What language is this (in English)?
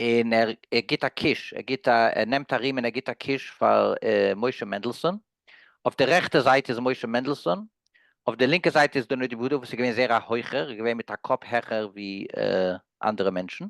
Yiddish